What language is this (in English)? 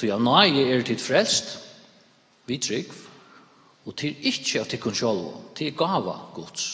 Faroese